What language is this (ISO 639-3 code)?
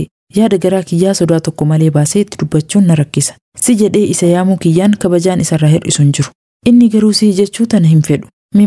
orm